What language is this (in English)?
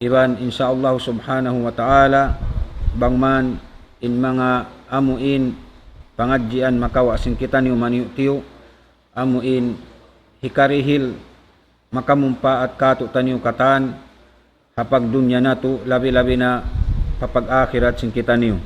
Tausug